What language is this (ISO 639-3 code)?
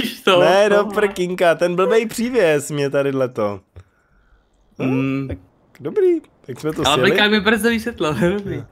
ces